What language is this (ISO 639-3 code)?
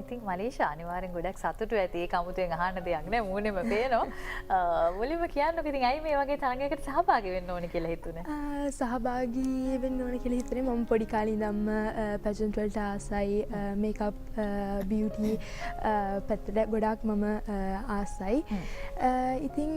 sin